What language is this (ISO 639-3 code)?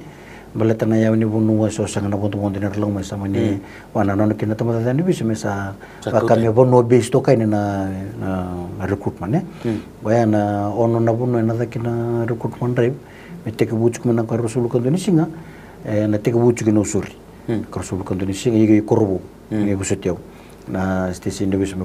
fij